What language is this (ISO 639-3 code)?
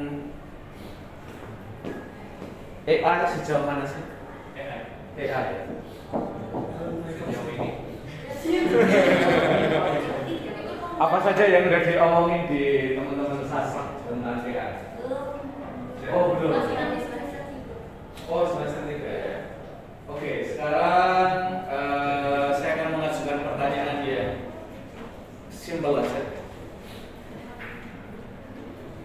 ind